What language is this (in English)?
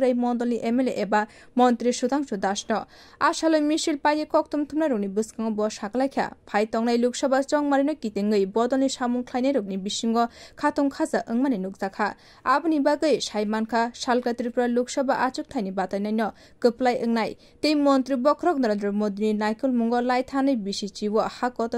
Kok Borok